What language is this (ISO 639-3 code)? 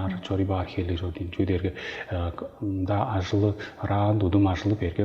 tyv